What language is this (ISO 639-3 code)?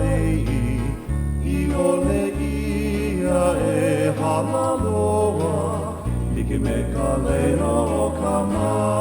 haw